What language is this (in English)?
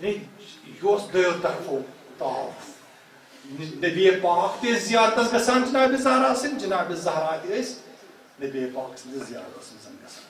Kashmiri